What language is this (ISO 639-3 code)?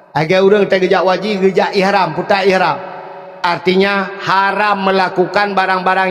ace